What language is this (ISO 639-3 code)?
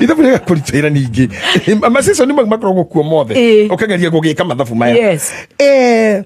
kik